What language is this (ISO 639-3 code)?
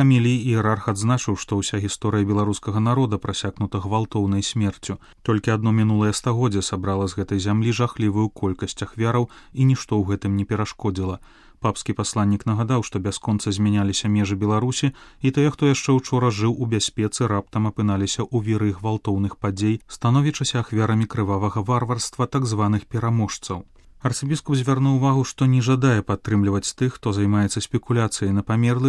bel